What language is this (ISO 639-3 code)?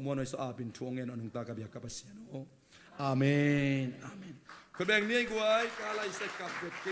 ctd